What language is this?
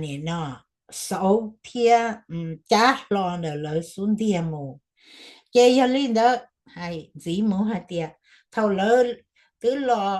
Hmong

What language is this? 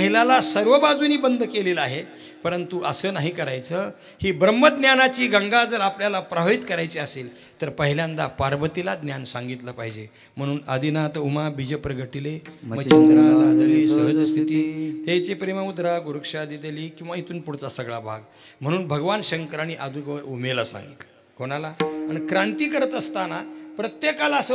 Marathi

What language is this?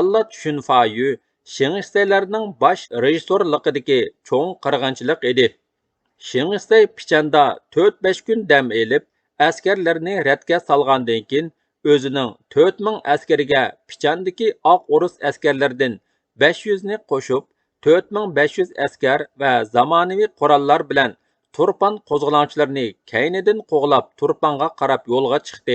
Uyghur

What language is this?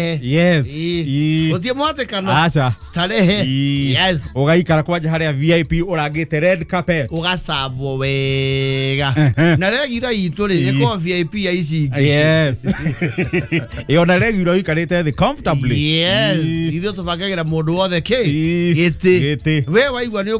Kikuyu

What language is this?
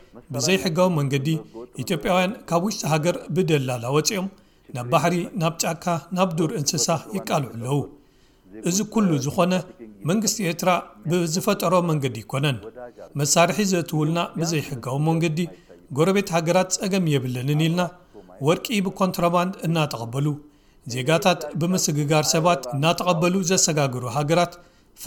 Tigrinya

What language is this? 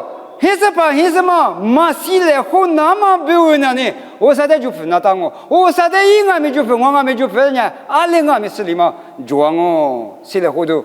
Lisu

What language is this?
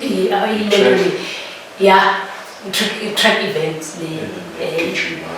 Zulu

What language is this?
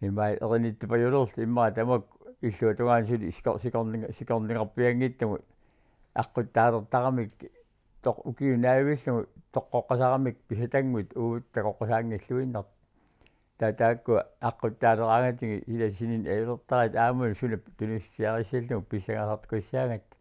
Kalaallisut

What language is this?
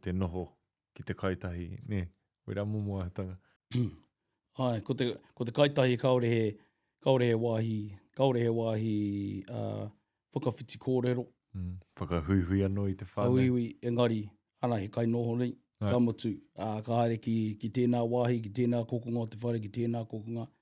Māori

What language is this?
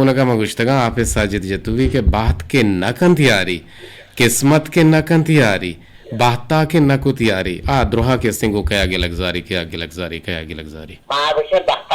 Eastern Balochi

